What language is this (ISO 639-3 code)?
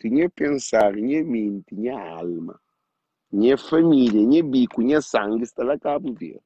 kea